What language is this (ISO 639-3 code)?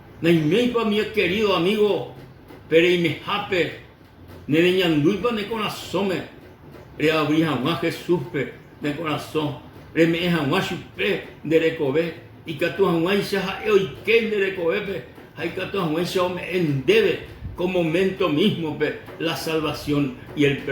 grn